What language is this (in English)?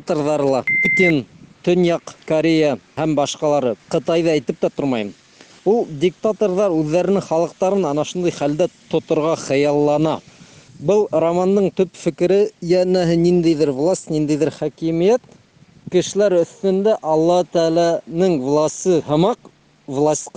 Bashkir